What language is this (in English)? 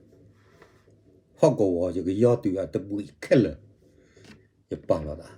S'gaw Karen